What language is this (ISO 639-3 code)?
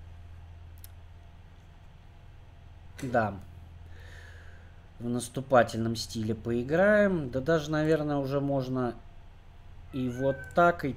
rus